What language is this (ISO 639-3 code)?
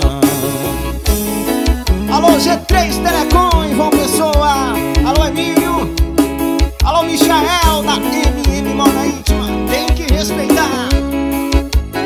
por